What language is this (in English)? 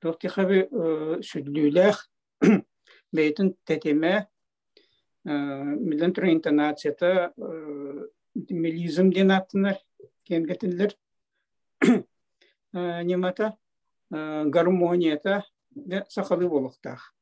Yakut